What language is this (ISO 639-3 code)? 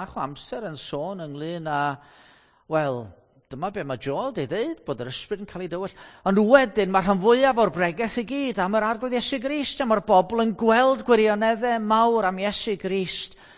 cym